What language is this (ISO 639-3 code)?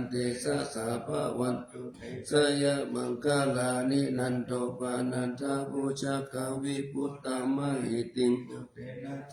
pli